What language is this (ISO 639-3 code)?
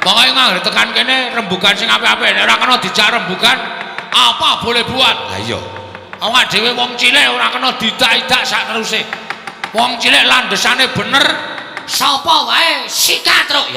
jav